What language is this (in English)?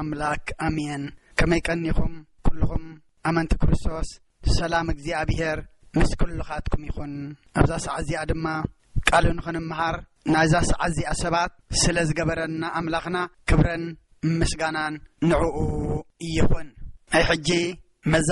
Tigrinya